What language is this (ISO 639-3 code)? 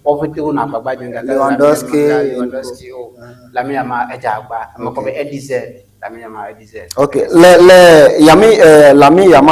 ewe